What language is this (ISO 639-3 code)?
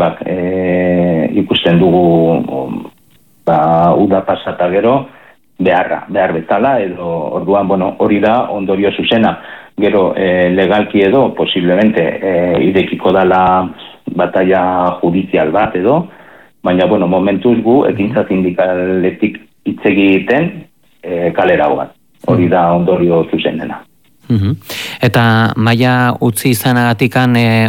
eus